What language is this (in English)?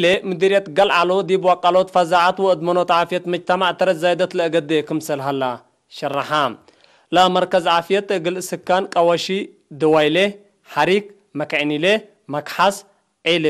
Tigre